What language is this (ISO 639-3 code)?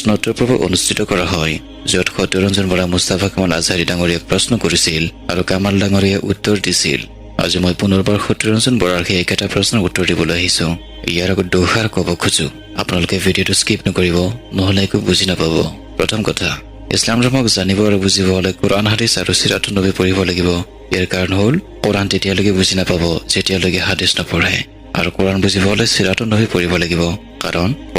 asm